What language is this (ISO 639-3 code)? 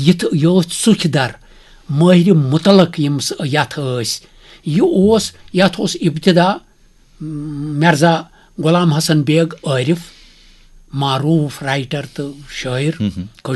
kas